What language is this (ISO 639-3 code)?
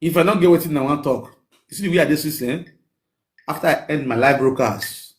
pcm